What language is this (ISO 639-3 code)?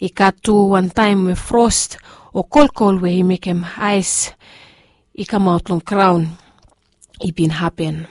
bis